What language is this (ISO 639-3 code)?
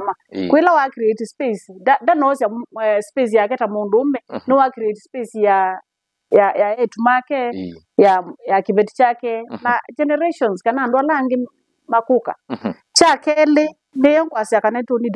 kam